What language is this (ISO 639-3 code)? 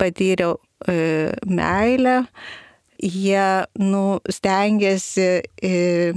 lit